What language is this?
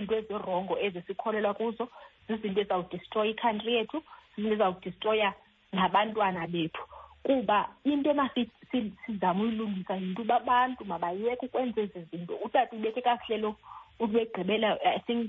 Xhosa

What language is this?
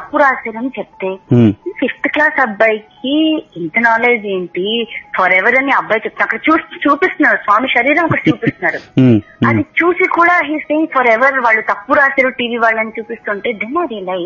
Telugu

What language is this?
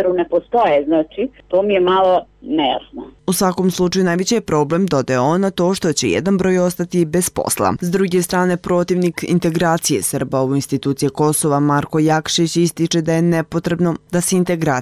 Serbian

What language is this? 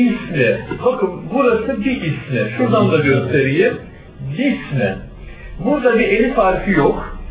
Turkish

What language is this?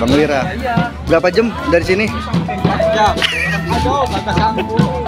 Betawi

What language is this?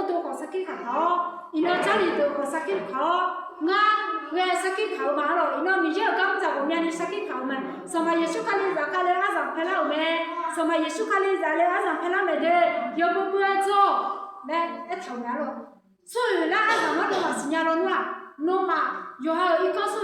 Akha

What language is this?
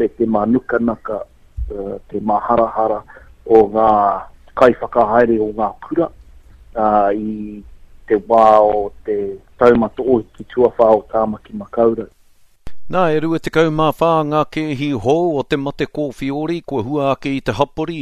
Māori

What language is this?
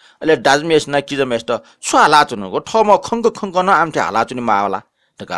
Newari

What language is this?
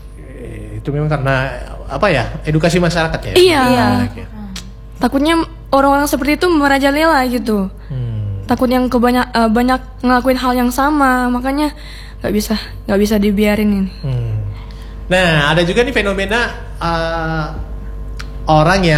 Indonesian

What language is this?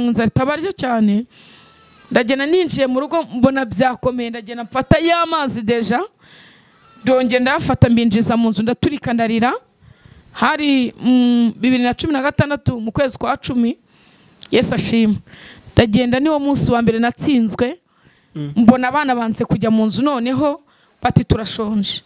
Kinyarwanda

